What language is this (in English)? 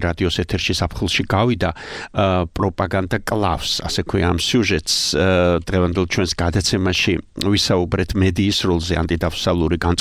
Georgian